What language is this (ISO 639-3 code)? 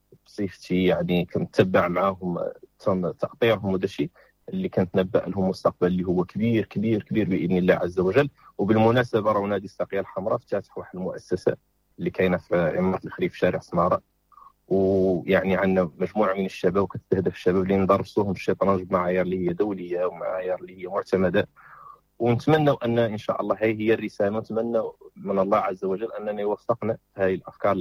ary